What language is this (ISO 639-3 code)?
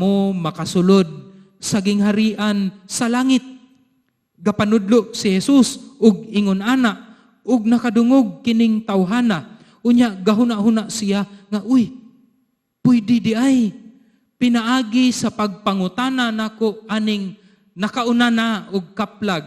ceb